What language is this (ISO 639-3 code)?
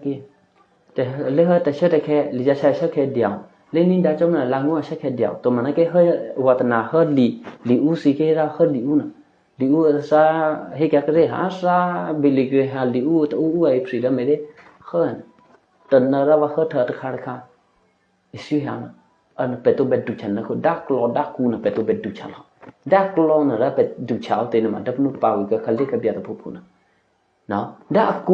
eky